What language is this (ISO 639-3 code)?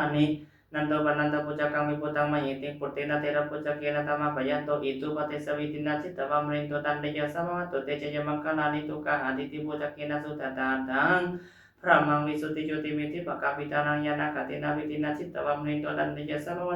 pli